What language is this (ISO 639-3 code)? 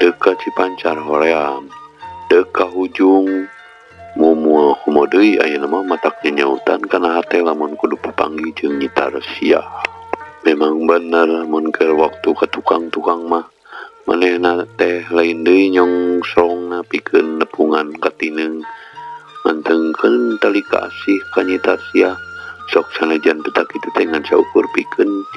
sun